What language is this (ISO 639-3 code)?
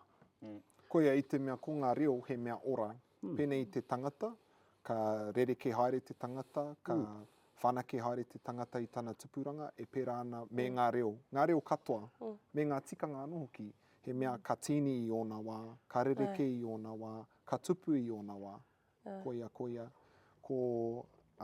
mri